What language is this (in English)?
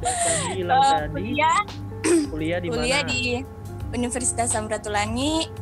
Manado Malay